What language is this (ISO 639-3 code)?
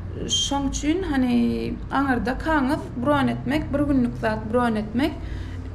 tuk